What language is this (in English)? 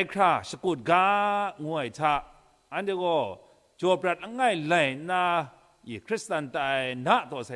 Kachin